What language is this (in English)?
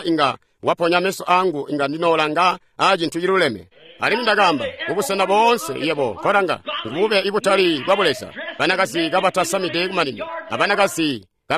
Tonga (Zambia)